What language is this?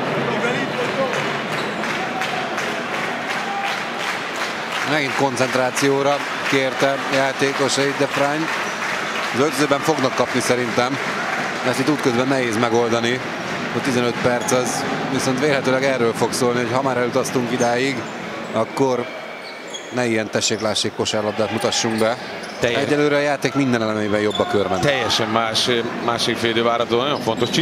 Hungarian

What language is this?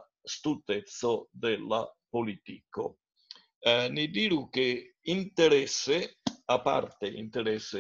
Esperanto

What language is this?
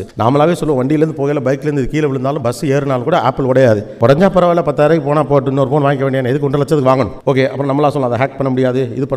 Tamil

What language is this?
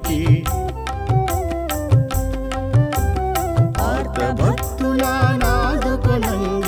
Telugu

